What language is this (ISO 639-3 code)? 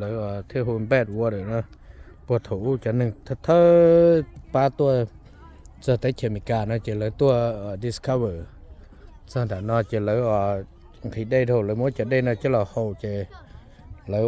hmn